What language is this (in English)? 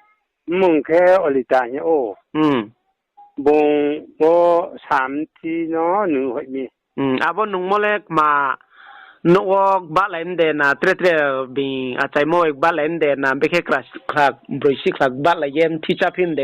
Riang (India)